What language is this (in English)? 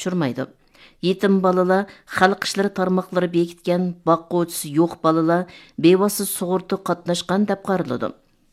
Uyghur